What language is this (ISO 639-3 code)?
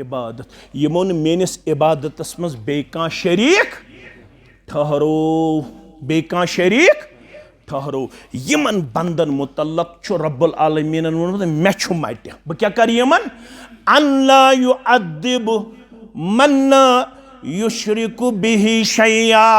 kas